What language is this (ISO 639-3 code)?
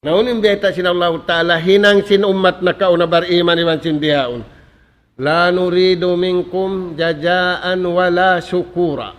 tsg